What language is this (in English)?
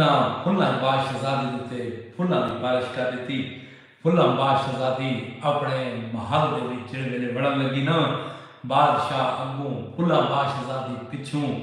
Saraiki